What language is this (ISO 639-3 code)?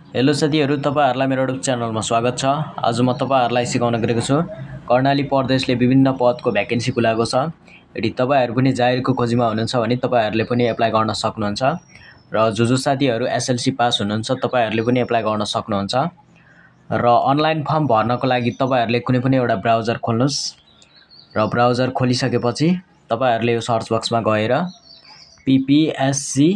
nep